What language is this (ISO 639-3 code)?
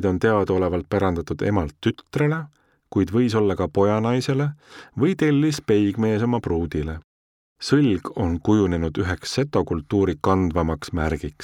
est